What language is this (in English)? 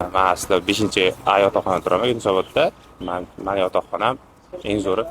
Uzbek